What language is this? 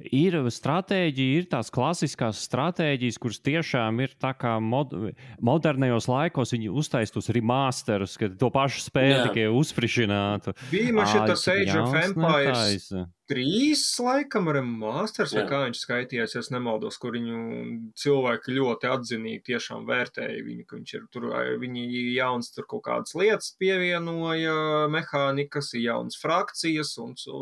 Latvian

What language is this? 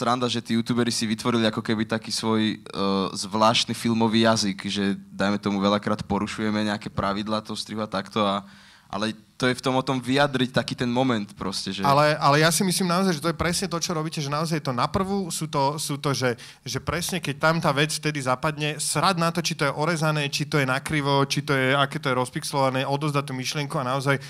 Slovak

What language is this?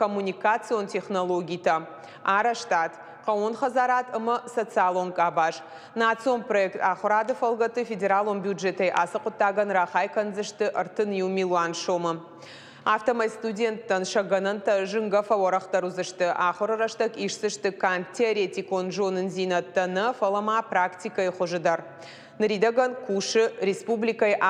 Ossetic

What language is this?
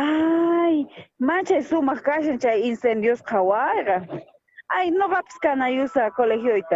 South Bolivian Quechua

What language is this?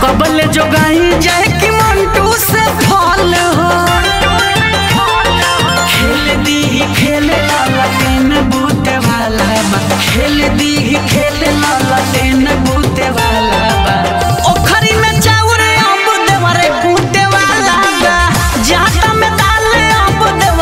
Bhojpuri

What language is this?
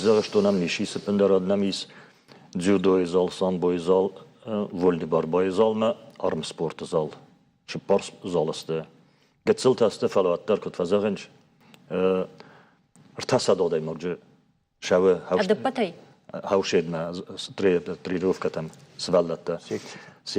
Ossetic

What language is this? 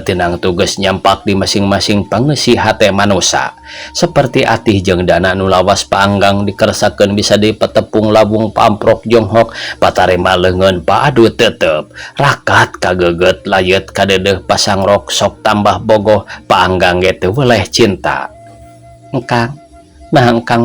Sundanese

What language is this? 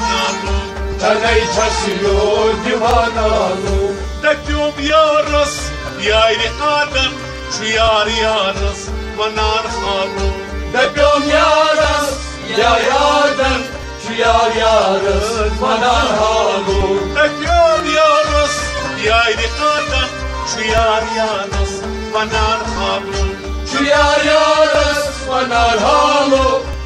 Kashmiri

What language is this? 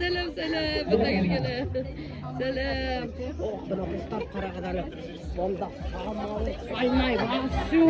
Bashkir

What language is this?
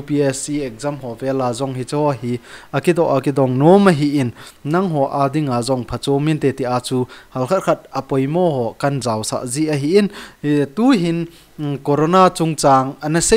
Thado Chin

